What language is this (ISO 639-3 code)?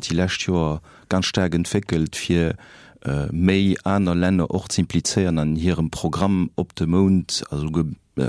ltz